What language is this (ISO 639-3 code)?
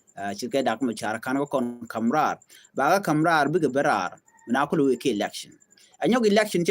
nus